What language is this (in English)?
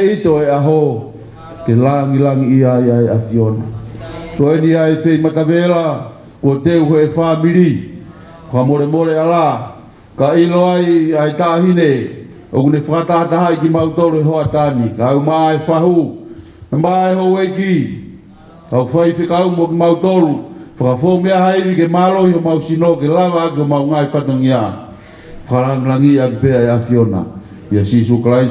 Tongan